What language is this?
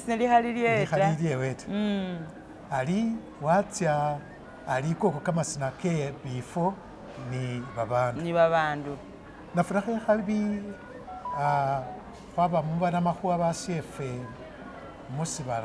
Masaaba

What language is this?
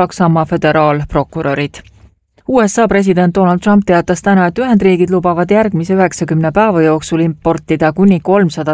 Estonian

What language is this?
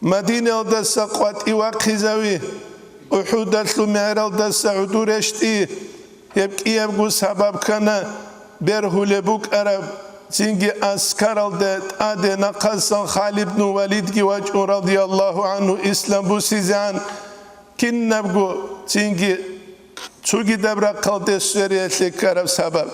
Avaric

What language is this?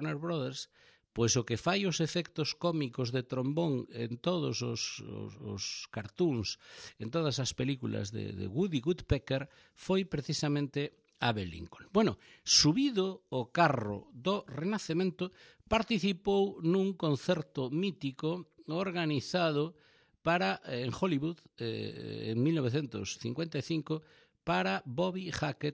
Galician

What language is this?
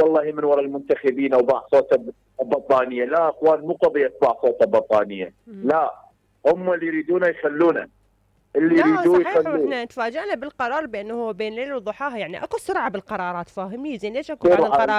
Mesopotamian Arabic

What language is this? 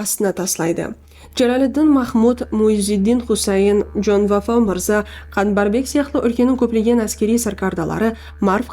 Kara-Kalpak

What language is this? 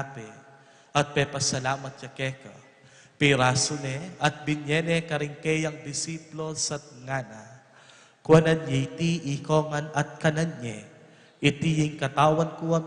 Pampanga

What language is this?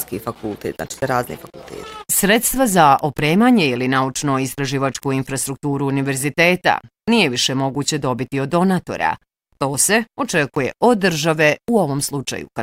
Bosnian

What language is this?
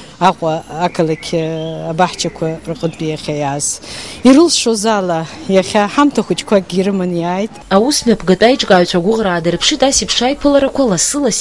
Abkhazian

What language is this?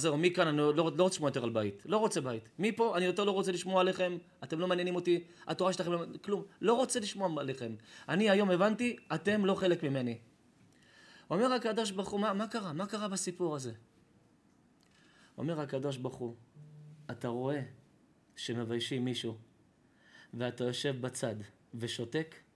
Hebrew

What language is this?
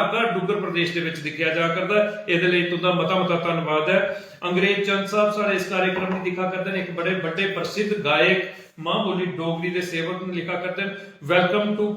Dogri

